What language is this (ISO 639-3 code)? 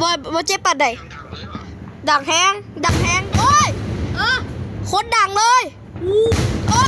lao